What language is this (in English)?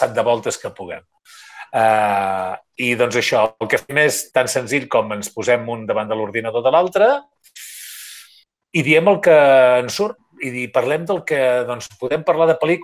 Catalan